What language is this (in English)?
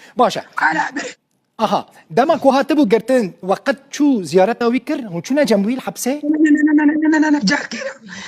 Kurdish